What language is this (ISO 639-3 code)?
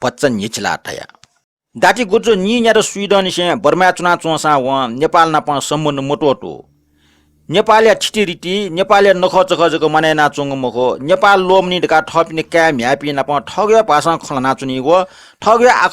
new